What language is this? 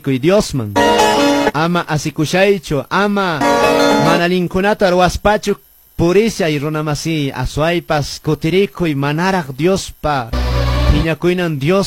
Quechua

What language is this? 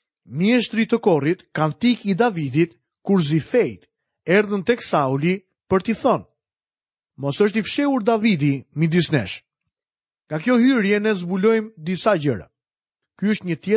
Albanian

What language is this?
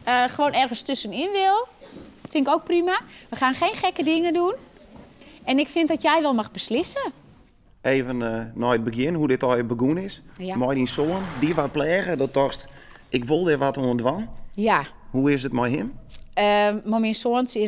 Western Frisian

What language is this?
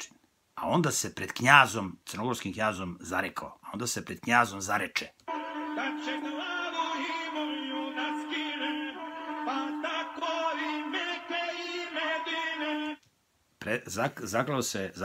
Serbian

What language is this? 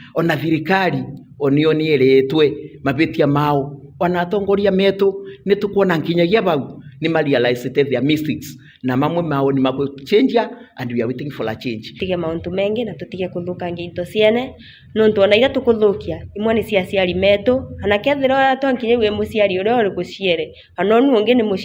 Meru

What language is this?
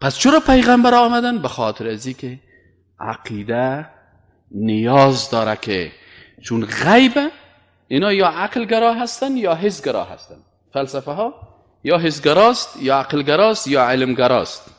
Persian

